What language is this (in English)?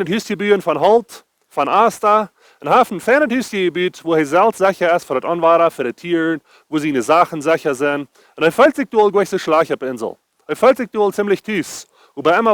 Plautdietsch